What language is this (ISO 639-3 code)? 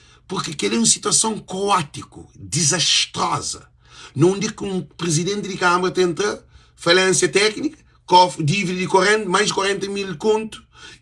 kea